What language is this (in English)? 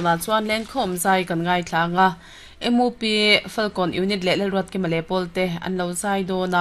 Mizo